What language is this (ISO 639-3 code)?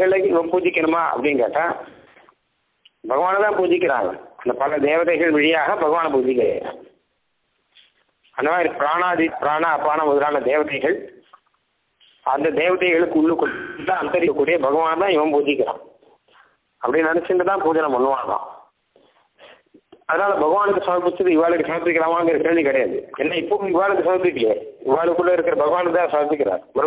tam